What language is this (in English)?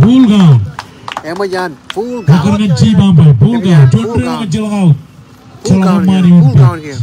Marshallese